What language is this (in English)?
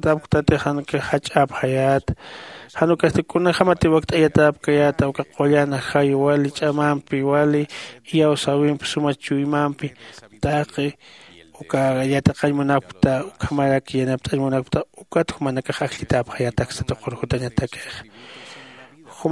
Aymara